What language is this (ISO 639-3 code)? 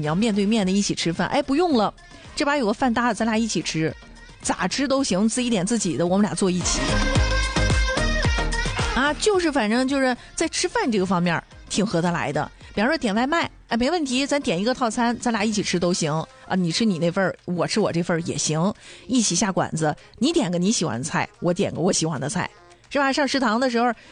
zho